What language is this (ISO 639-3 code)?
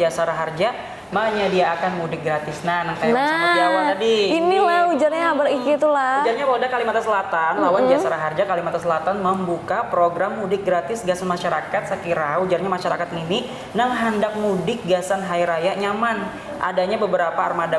bjn